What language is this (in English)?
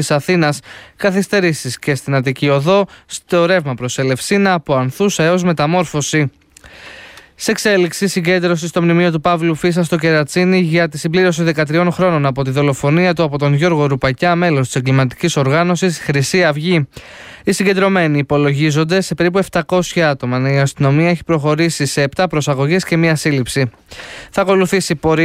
Greek